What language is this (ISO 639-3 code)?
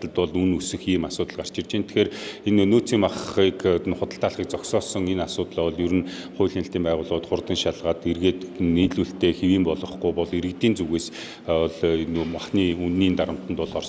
mon